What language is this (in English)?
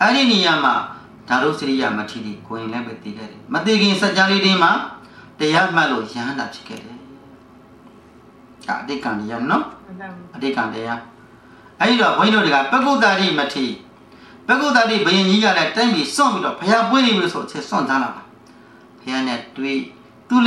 Burmese